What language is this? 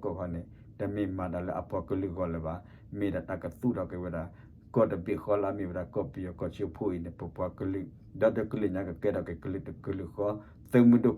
S'gaw Karen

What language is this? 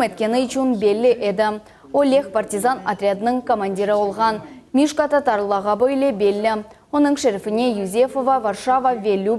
Crimean Tatar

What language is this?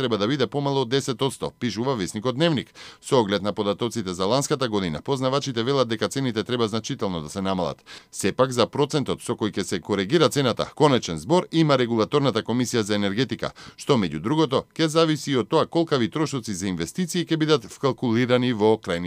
Macedonian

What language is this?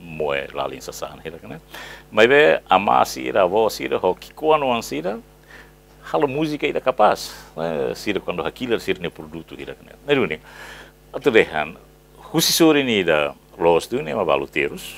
Tetum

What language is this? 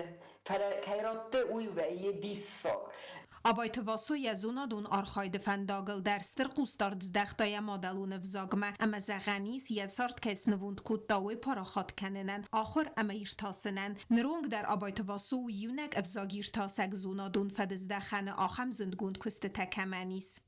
Ossetic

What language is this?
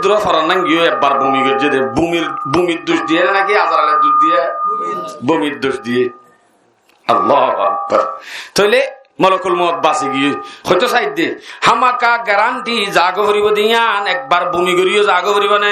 Rohingya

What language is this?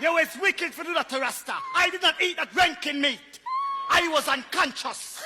Jamaican Creole English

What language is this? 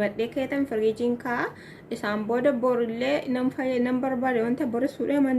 Oromo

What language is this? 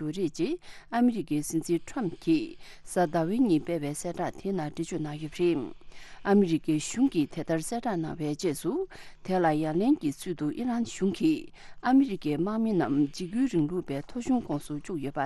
Tibetan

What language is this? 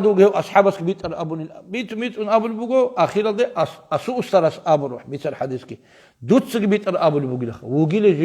Avaric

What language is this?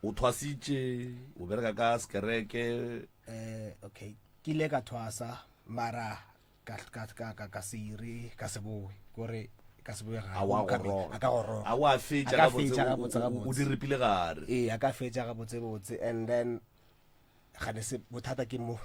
Northern Sotho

